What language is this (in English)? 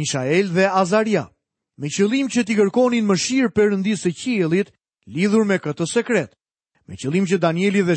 Albanian